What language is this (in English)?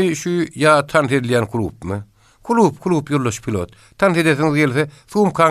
Turkmen